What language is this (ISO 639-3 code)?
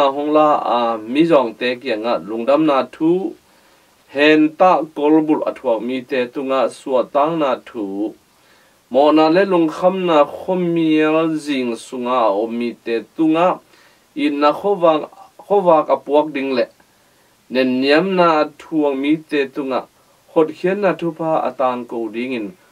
ctd